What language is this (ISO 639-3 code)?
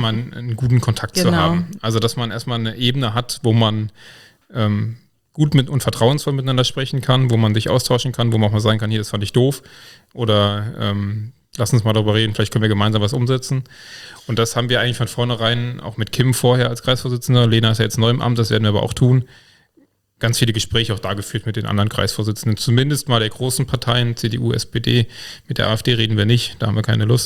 deu